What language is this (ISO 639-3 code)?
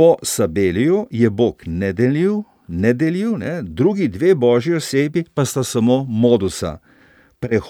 slv